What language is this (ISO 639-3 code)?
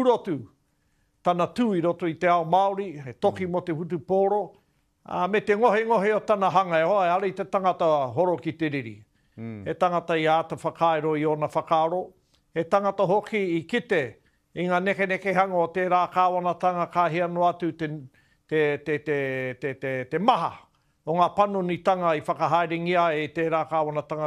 mri